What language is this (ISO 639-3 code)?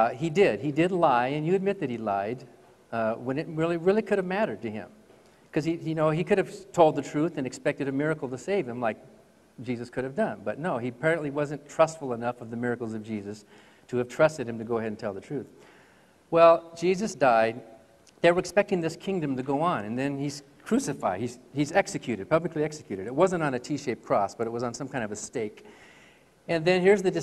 eng